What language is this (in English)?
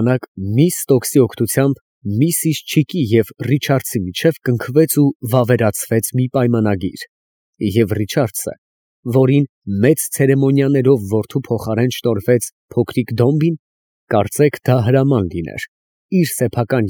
Armenian